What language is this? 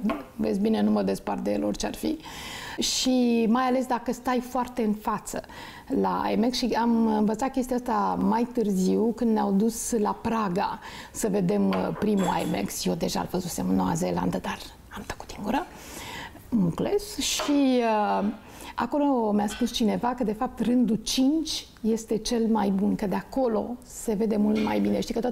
Romanian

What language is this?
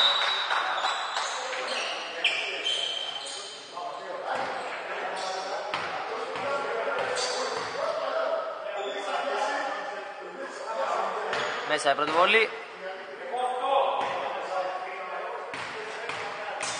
Greek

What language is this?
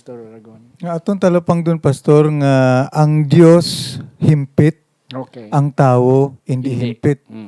Hiligaynon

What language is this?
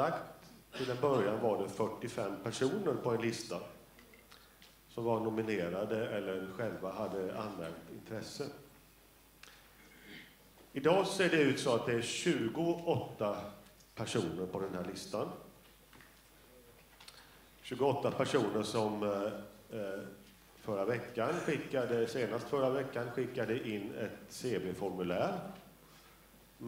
Swedish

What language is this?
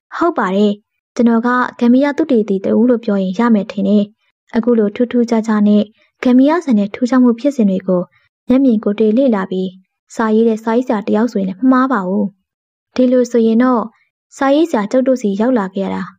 Burmese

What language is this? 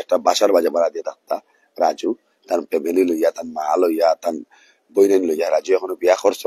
Sylheti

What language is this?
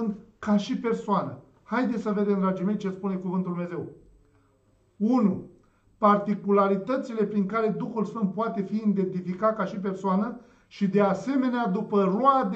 Romanian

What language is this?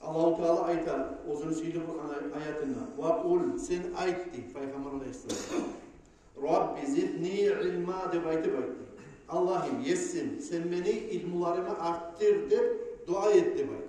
Kumyk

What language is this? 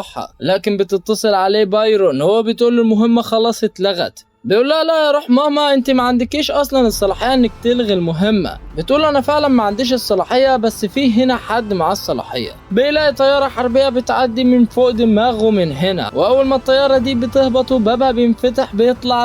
Egyptian Arabic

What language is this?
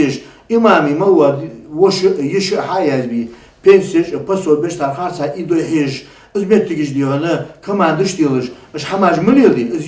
Ingush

